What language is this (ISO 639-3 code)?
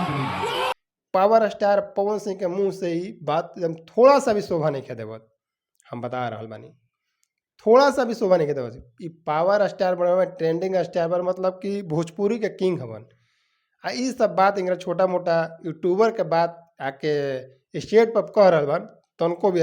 bho